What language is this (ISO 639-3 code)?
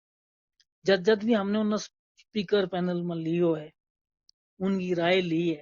gju